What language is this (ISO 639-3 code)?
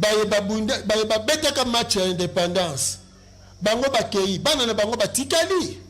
lin